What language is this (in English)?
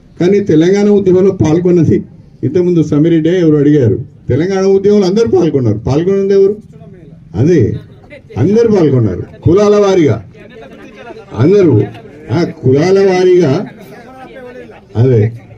Telugu